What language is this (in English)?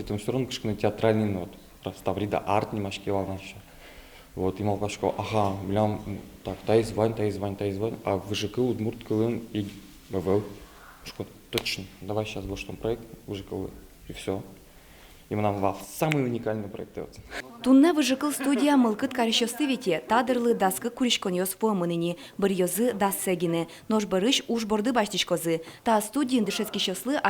Udmurt